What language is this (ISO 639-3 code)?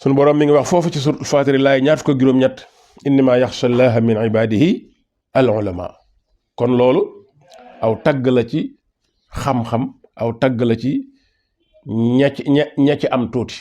wol